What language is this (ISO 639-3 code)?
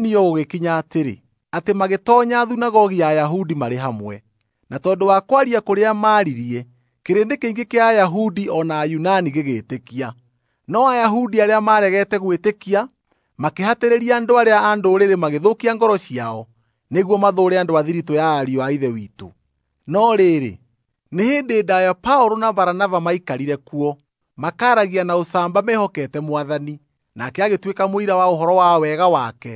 kik